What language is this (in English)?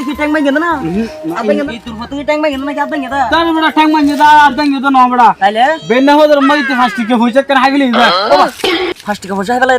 Rohingya